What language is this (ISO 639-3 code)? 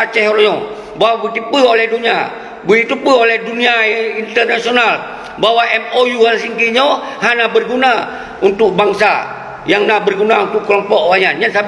ace